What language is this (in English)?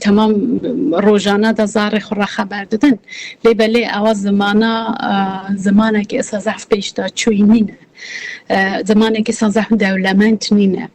Kurdish